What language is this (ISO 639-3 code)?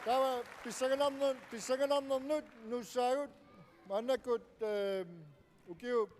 kal